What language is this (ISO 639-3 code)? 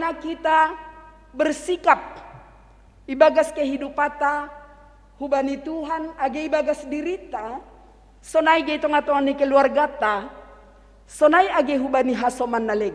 bts